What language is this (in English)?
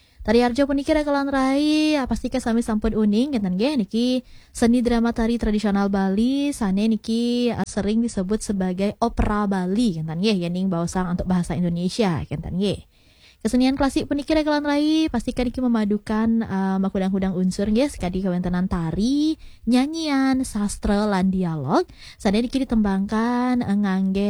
Balinese